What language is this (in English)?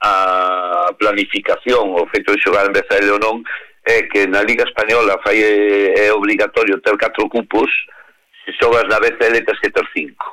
Galician